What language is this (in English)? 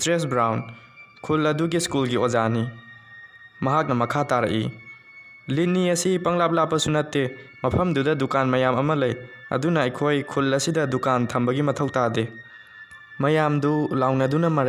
Manipuri